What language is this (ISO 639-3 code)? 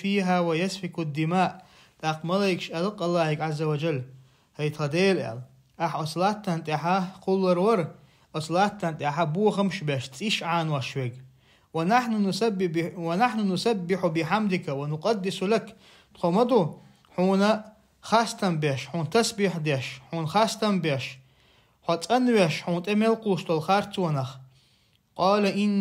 che